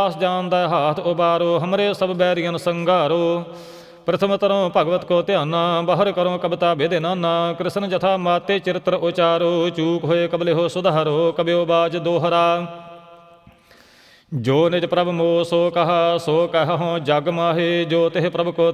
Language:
Punjabi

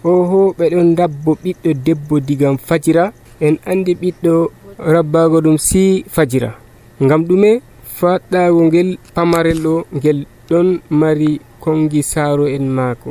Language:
Nigerian Fulfulde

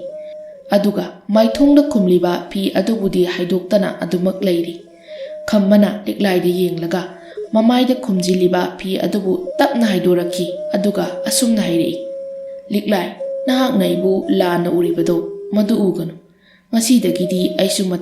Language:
Manipuri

